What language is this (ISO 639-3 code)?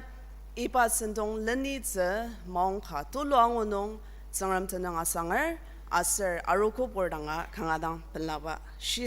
njo